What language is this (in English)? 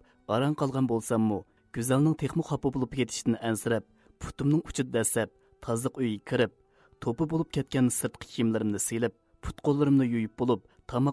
Uyghur